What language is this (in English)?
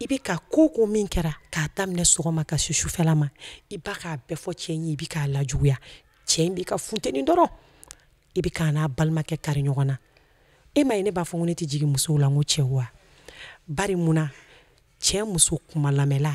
Bambara